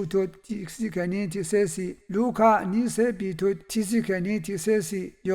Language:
Rawang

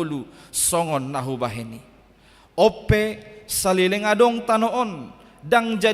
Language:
Batak Toba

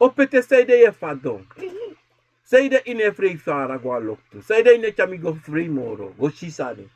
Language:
Sranan Tongo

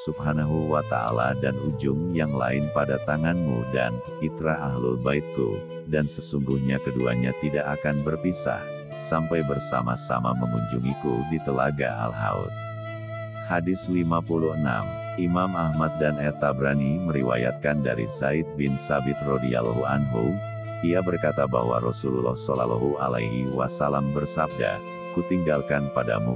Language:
Indonesian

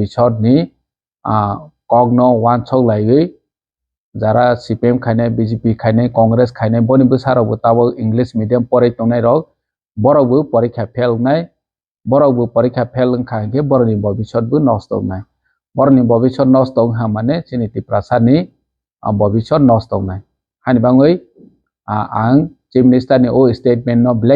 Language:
Kok Borok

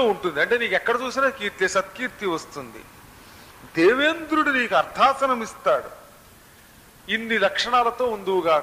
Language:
Telugu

